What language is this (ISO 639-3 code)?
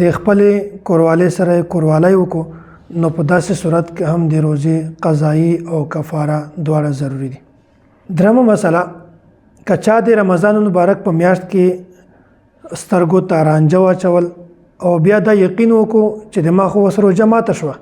pus